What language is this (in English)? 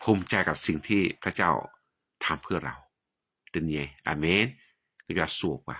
S'gaw Karen